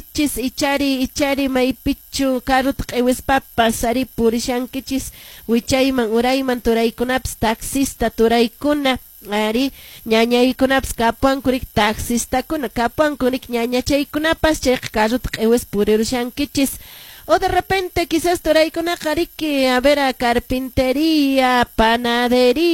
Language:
Quechua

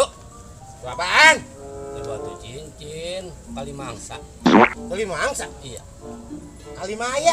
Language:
Betawi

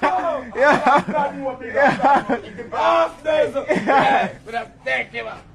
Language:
Jamaican Creole English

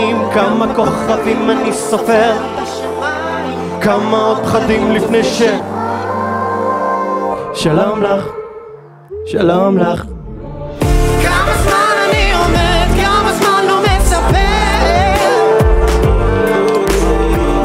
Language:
Hebrew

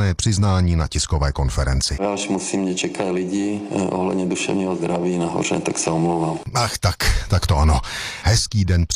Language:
Czech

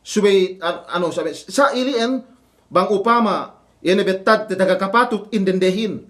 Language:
Yakan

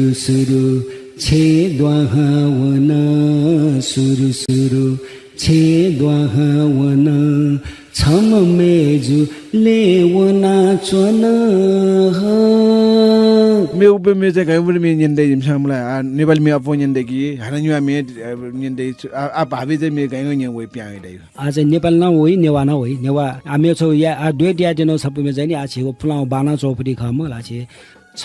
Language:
Newari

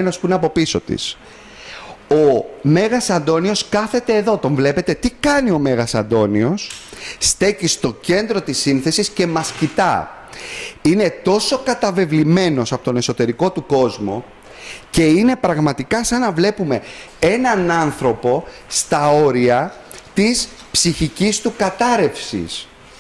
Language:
Greek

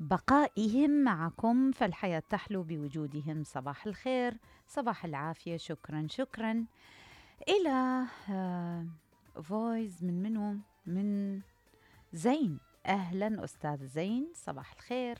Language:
Mesopotamian Arabic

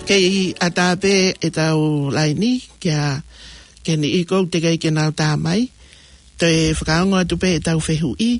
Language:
Tongan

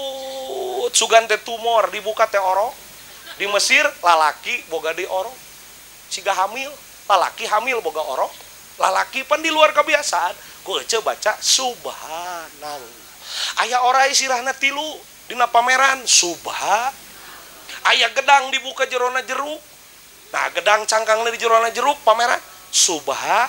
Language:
Sundanese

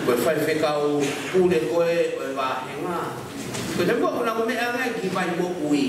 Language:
Tongan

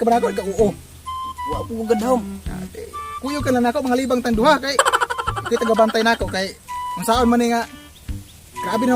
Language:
Cebuano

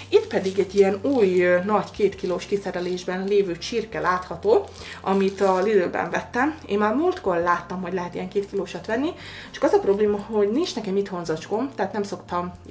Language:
Hungarian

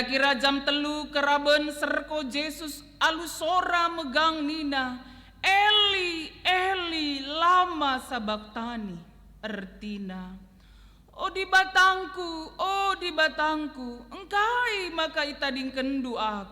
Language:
Batak Karo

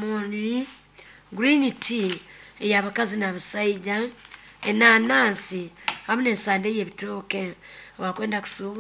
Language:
Nyoro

